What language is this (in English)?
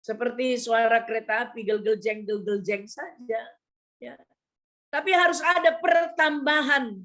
Batak Karo